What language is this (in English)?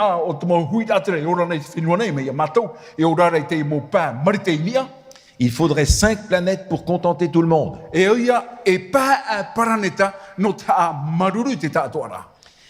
Tahitian